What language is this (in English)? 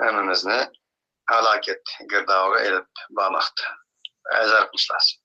Uyghur